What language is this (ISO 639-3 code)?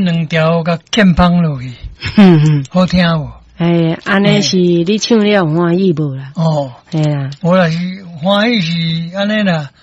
nan